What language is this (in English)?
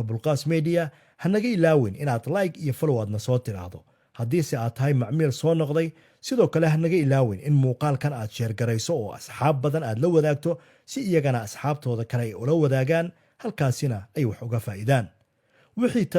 Somali